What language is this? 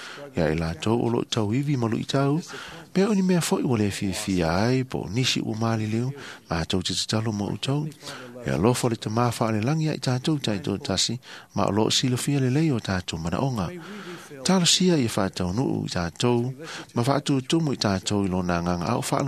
Samoan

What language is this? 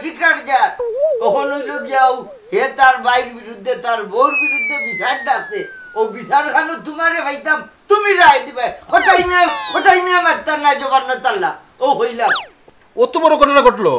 Sylheti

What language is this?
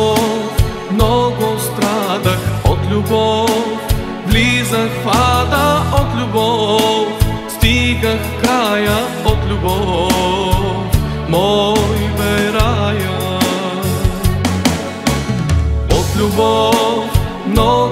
Bulgarian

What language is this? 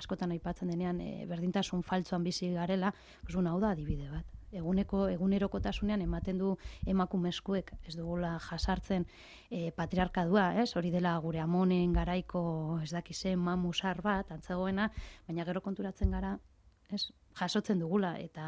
Basque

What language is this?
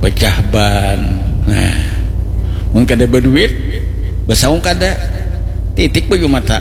Banjar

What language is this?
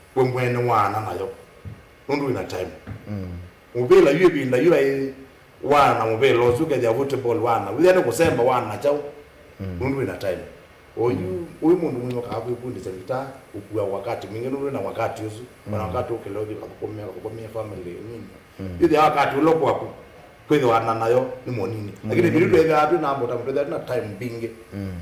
Kamba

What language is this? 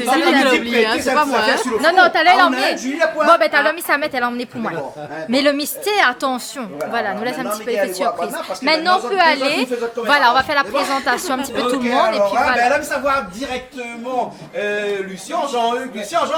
Réunion Creole French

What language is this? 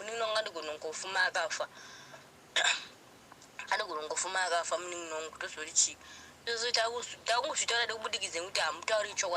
Shona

